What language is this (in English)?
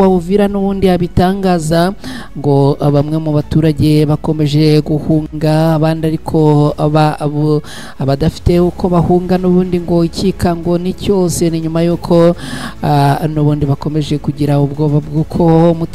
Kinyarwanda